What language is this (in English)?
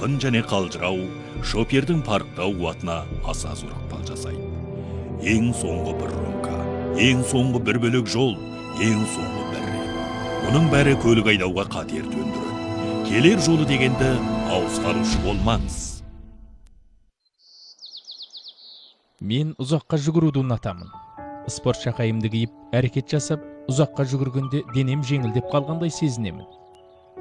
Kazakh